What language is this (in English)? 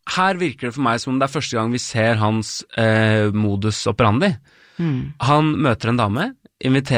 Norwegian